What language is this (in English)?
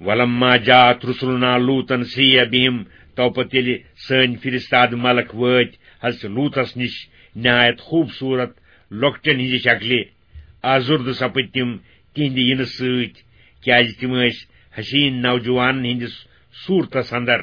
Kashmiri